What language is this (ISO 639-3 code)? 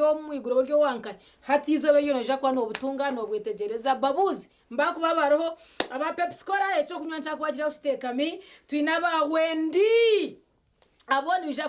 nyn